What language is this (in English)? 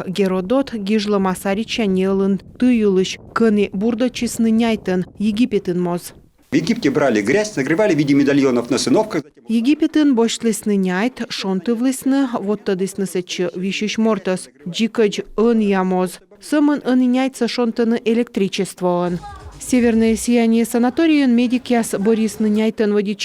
Komi